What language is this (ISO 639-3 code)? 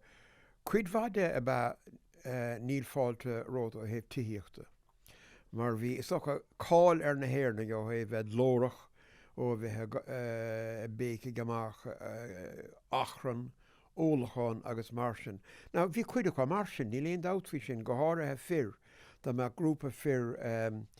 gle